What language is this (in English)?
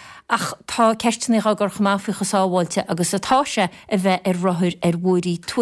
Irish